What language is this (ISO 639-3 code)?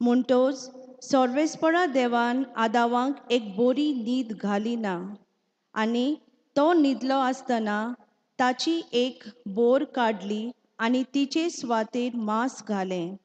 kok